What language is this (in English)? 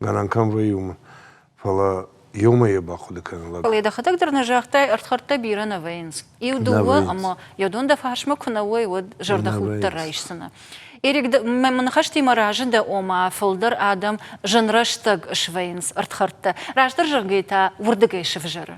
Ossetic